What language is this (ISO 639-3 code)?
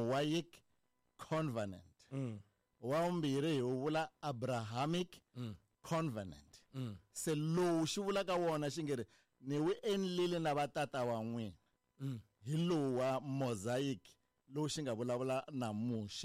tso